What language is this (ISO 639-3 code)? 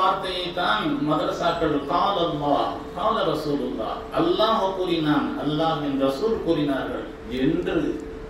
tam